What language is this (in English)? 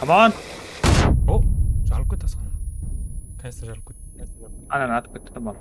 Kara-Kalpak